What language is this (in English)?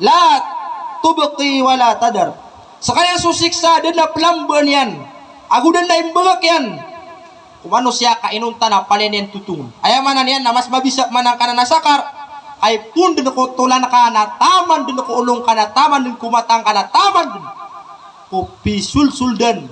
Maranao